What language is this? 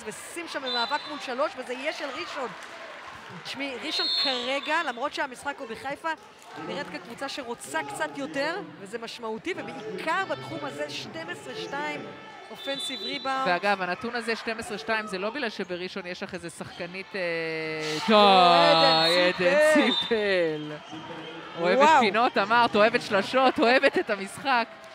Hebrew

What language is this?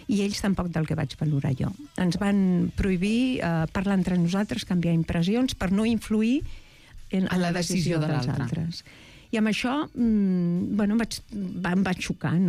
Catalan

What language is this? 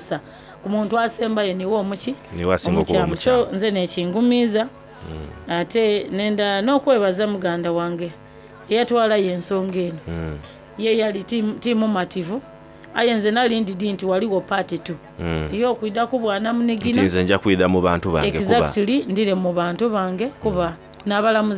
Soga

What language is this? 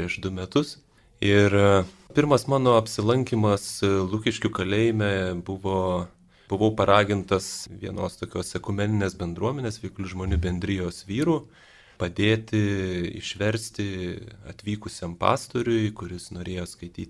Lithuanian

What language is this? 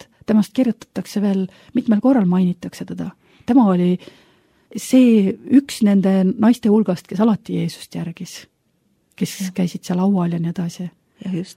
Estonian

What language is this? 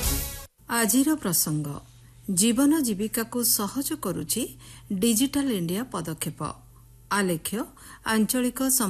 Odia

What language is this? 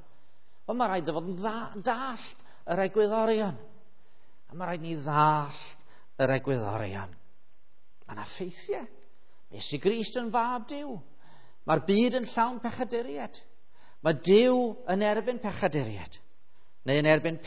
Welsh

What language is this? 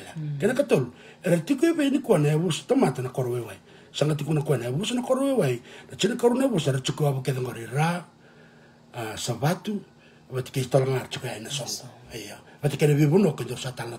Fijian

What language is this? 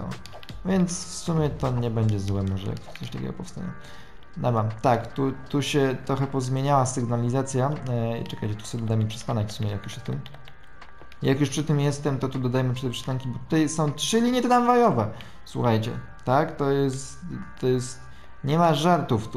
Polish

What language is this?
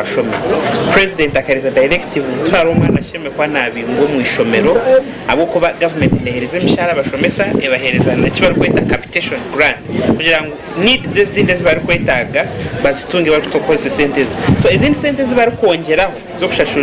Nyankole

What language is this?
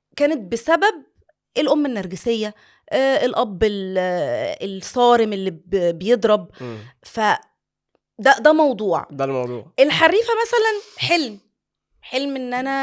Egyptian Arabic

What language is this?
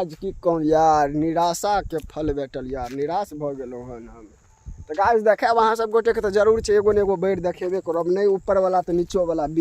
Maithili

